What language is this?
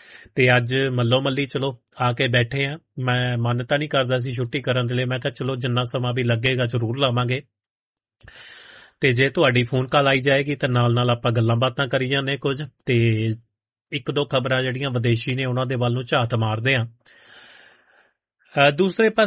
Punjabi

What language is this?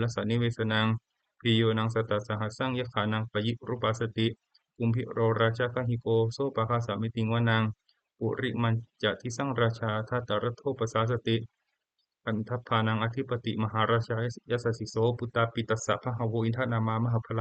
Pali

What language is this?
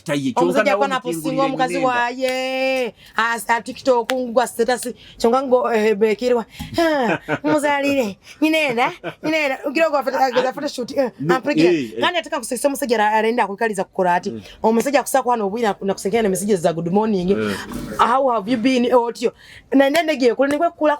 Nyoro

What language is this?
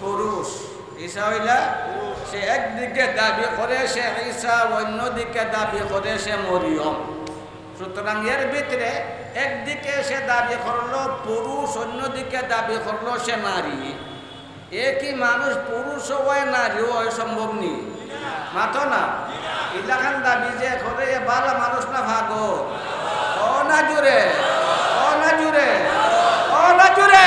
Sylheti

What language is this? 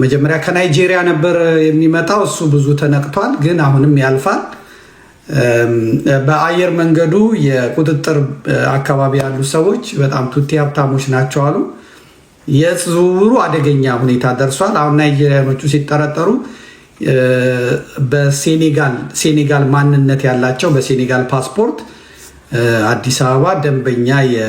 Amharic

